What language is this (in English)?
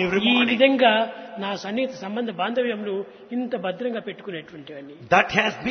Telugu